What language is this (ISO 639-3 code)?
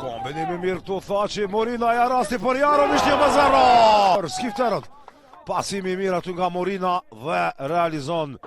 sqi